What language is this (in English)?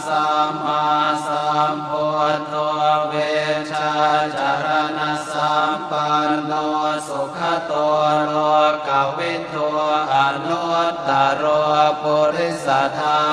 Pali